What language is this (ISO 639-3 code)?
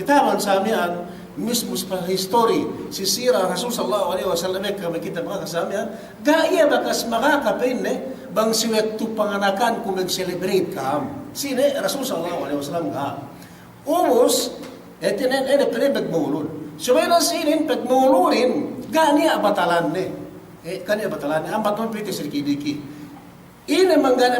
yka